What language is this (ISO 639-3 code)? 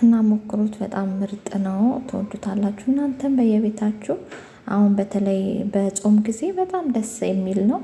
amh